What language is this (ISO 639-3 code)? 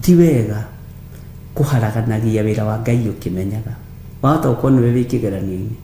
kik